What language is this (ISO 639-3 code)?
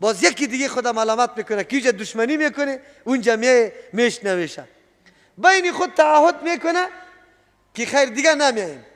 fas